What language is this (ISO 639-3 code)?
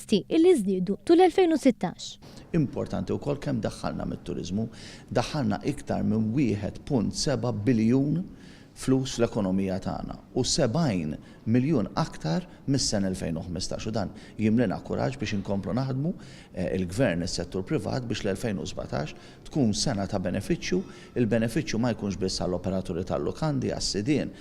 mlt